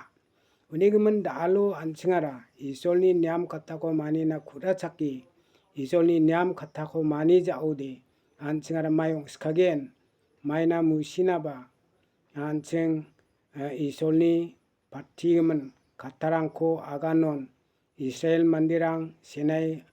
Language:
Garo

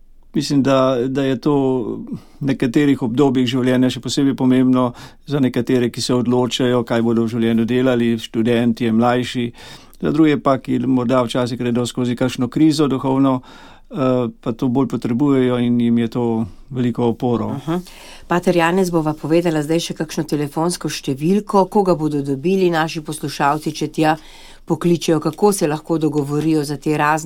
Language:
Slovenian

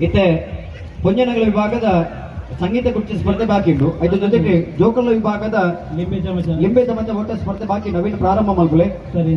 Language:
Tulu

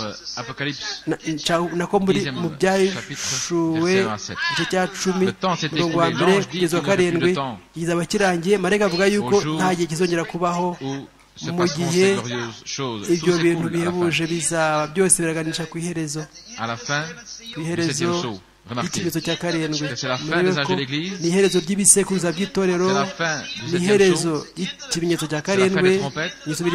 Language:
Kinyarwanda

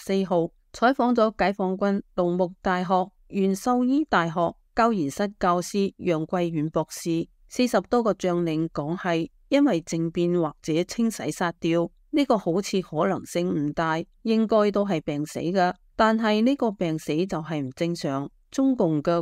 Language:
Cantonese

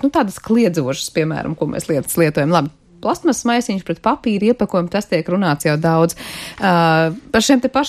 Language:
Latvian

